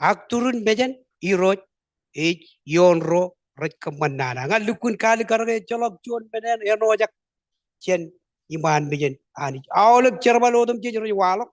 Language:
Marshallese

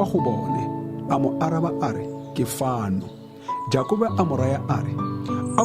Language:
Tswana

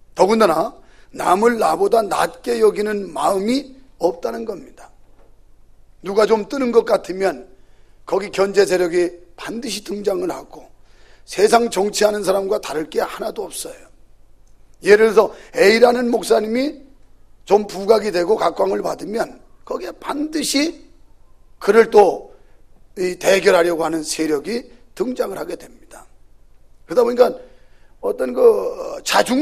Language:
Korean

